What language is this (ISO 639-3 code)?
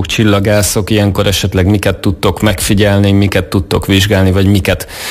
hun